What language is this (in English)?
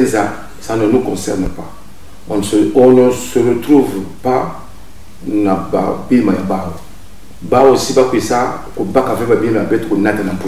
Kituba (Congo)